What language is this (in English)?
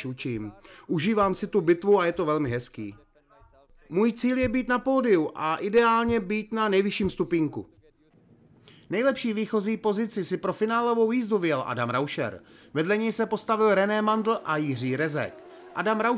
Czech